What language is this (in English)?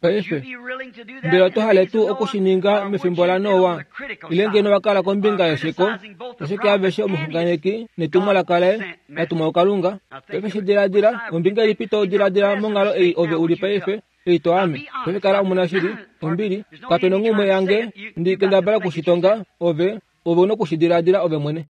Kuanyama